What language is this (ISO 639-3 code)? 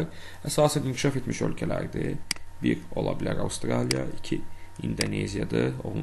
aze